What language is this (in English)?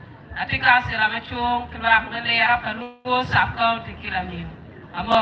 Acoli